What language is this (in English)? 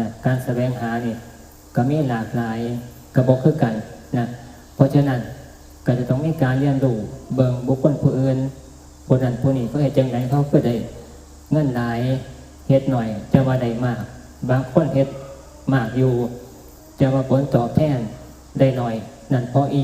Northeastern Thai